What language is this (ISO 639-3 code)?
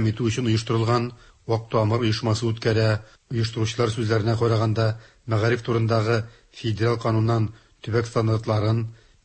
tat